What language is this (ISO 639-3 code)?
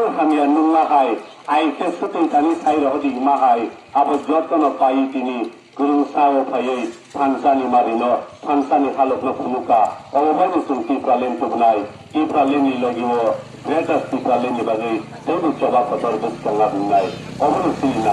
trp